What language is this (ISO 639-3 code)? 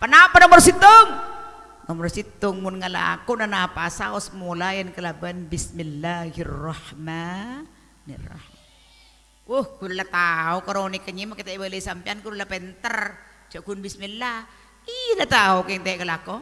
mad